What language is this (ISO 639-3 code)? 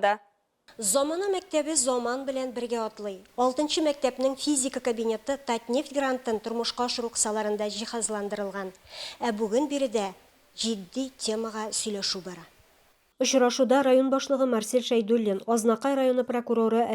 tat